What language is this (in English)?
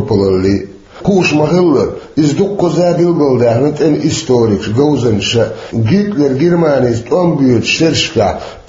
Chechen